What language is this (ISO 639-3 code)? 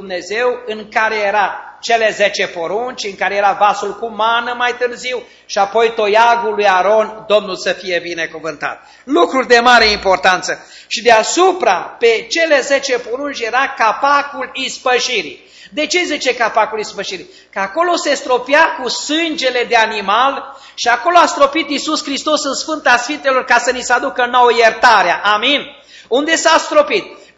ron